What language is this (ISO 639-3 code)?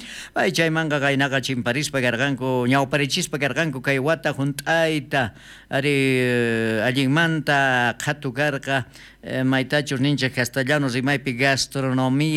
quh